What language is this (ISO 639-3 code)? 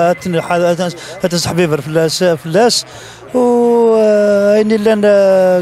kab